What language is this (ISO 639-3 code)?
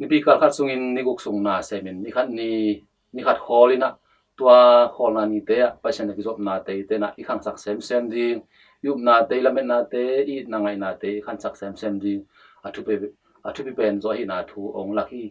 ctd